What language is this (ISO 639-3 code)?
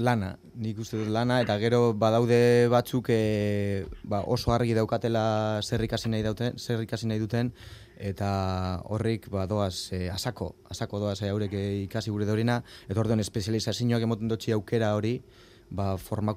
eus